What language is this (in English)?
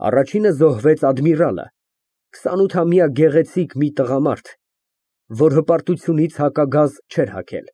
Armenian